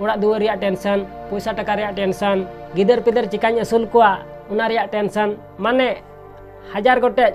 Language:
Santali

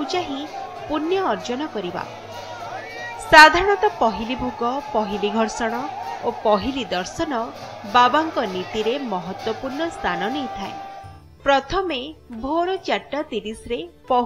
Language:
Odia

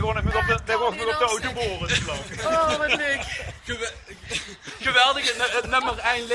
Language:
Limburgish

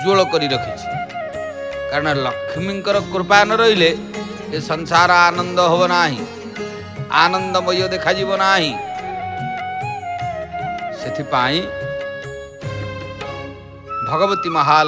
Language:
Odia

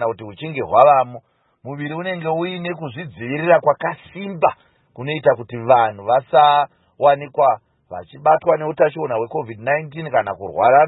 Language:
Shona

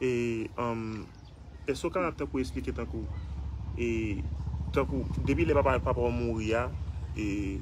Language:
Haitian Creole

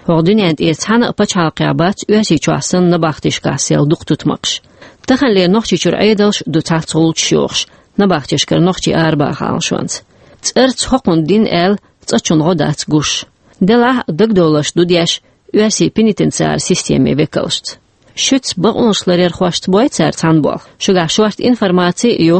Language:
Chechen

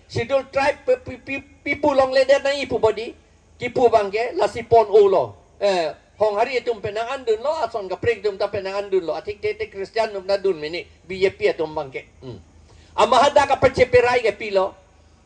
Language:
Karbi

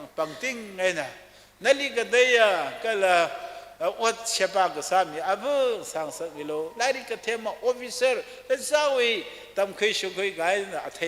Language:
Tangkhul Naga (India)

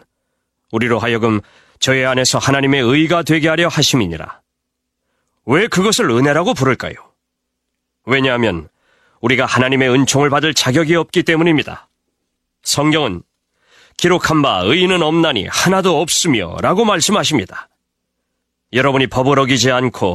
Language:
Korean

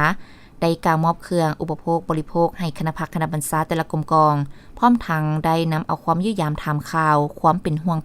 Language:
Lao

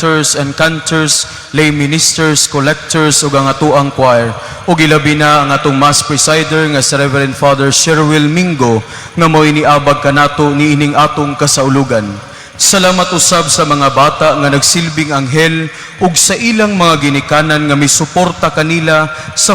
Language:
Cebuano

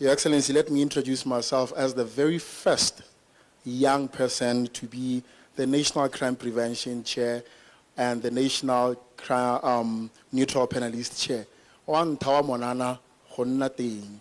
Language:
Tswana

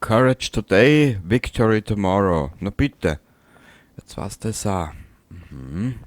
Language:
Bavarian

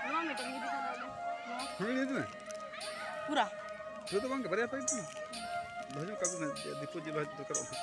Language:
Santali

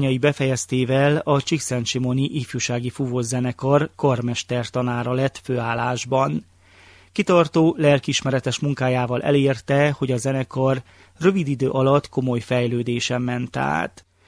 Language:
Hungarian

